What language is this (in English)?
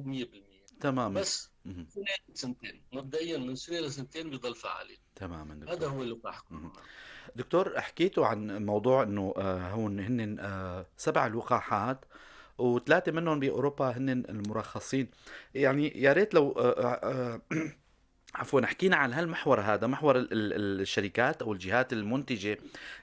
North Levantine Arabic